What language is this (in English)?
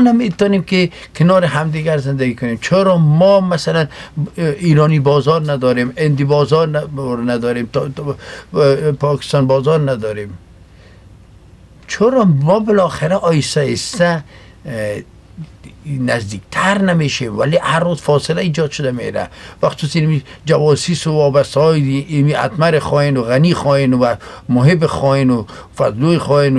Persian